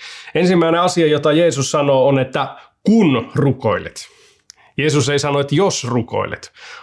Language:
Finnish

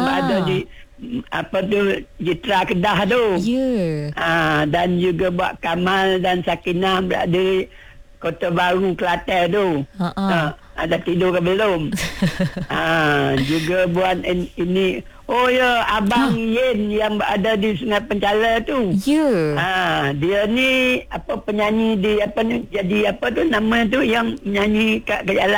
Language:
Malay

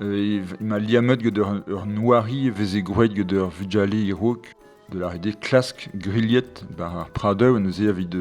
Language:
Breton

